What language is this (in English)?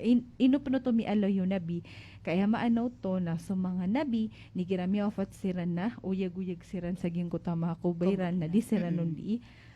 Maranao